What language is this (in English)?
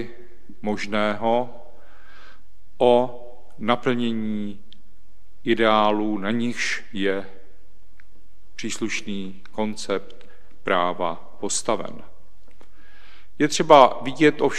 Czech